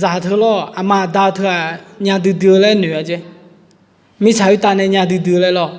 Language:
Akha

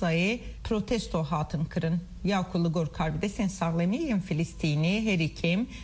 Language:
Kurdish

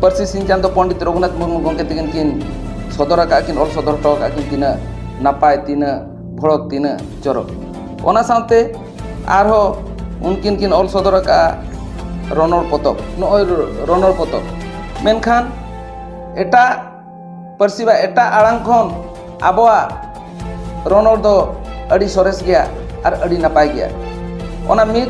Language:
Santali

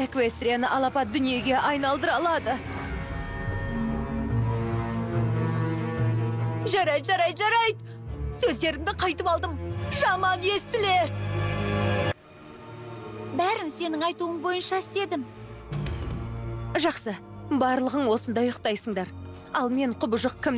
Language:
Kazakh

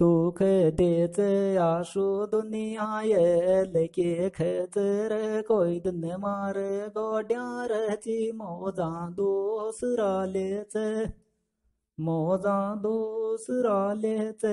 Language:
Sanskrit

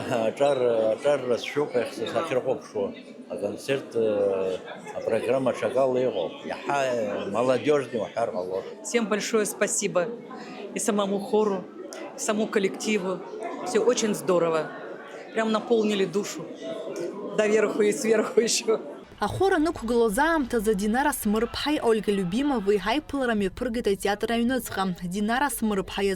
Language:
Abkhazian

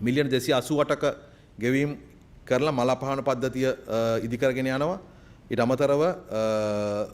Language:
Sinhala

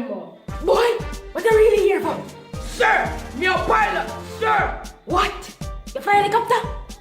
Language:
Jamaican Creole English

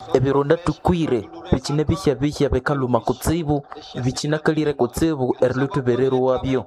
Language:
Nande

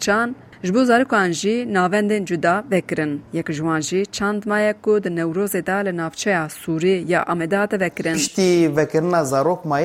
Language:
Kurdish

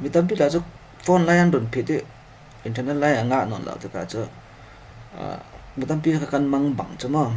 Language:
Falam Chin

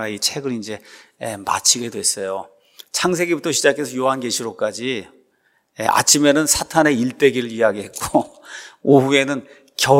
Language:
Korean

